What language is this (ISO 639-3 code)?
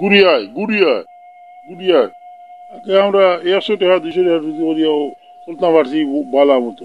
syl